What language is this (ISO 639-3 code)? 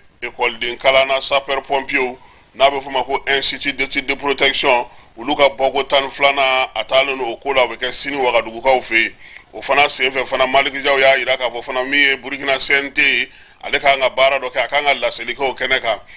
bam